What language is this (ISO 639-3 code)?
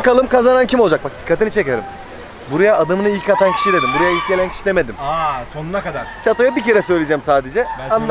tur